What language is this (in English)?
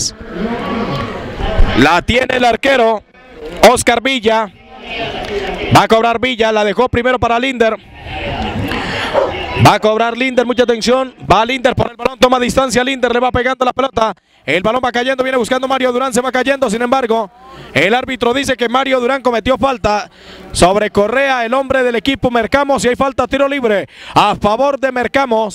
Spanish